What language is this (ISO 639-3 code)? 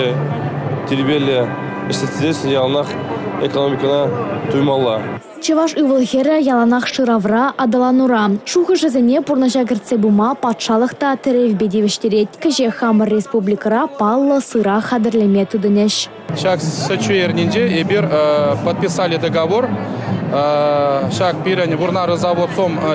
chv